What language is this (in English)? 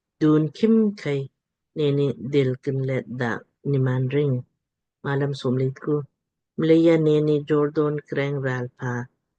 Lamkang